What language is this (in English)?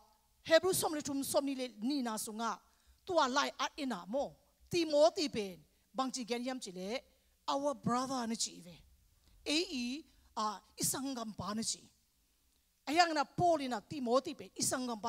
Tedim Chin